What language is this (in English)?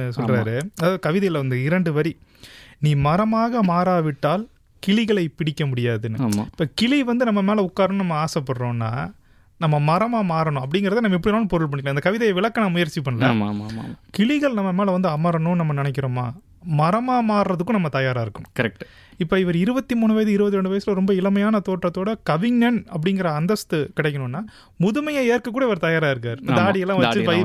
Tamil